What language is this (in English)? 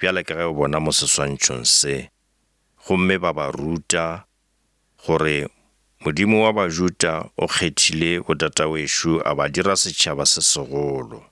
Northern Sotho